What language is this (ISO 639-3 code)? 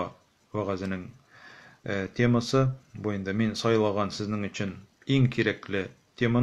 tat